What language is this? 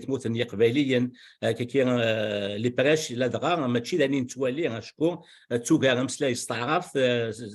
Kabyle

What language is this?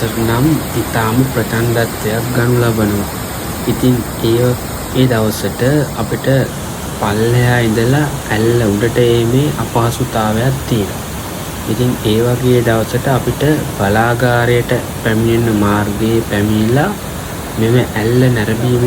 Sinhala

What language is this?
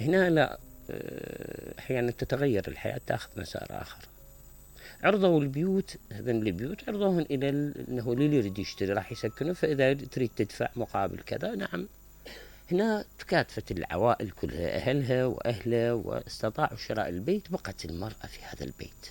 Mesopotamian Arabic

